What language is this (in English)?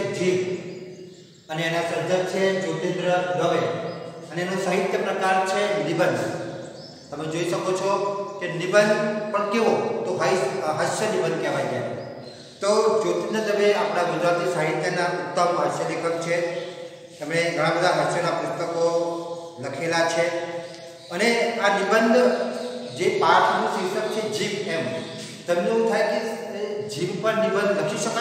Gujarati